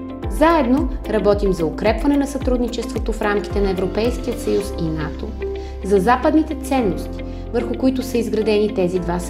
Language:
Bulgarian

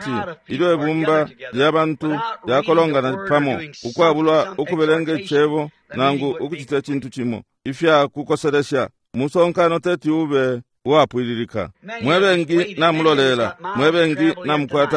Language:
Bemba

